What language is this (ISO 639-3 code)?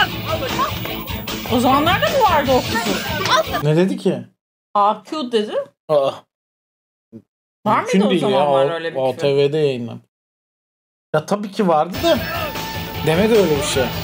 tur